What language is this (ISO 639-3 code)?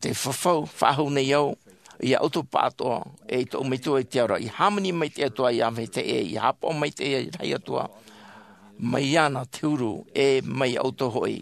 tah